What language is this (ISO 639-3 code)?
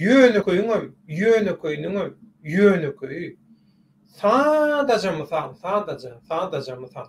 tuk